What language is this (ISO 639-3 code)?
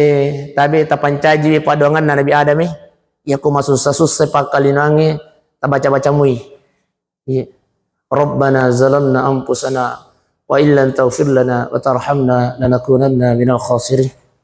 bug